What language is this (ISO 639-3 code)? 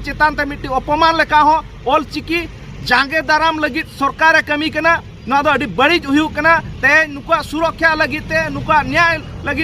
sat